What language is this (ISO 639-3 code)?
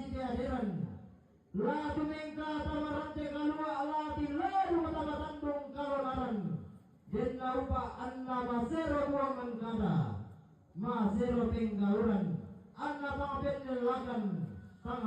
sda